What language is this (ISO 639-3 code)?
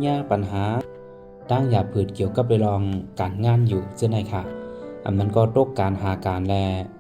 shn